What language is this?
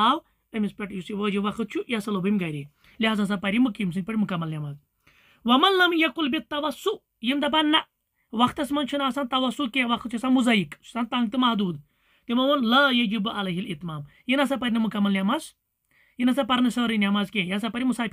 Kashmiri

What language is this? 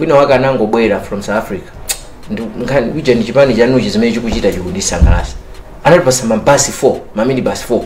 Nyanja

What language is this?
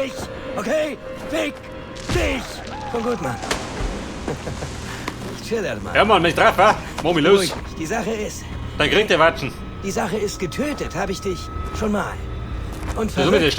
Bavarian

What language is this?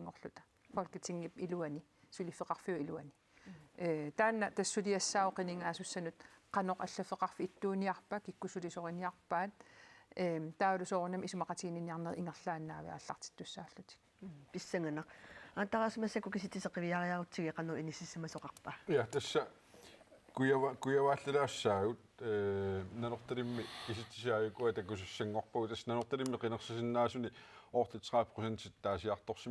Kalaallisut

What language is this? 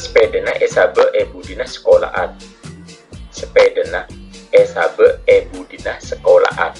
Madurese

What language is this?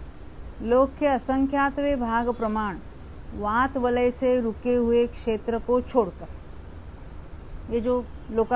Hindi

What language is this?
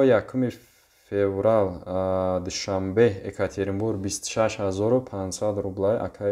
Tajik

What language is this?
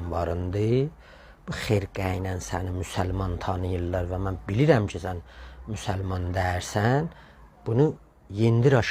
South Azerbaijani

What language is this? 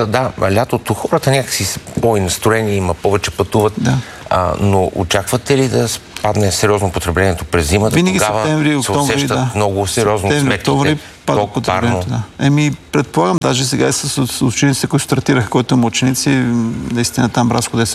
Bulgarian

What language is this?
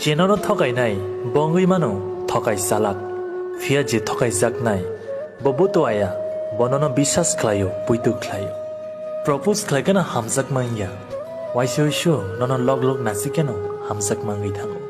Kok Borok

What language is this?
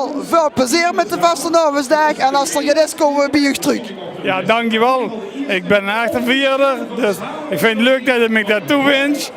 Limburgish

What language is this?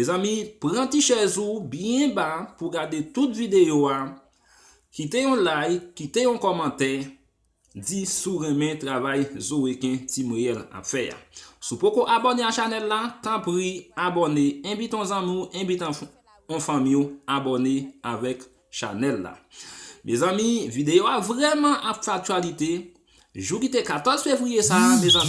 Haitian Creole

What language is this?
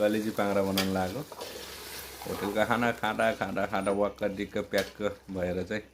Nepali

